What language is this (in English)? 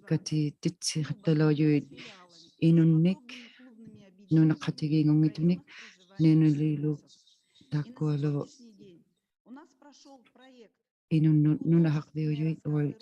Inuktitut